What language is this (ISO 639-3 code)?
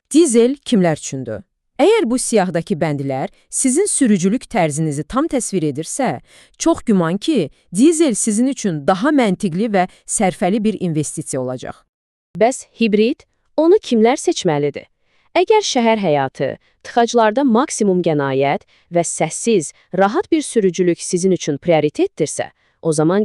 aze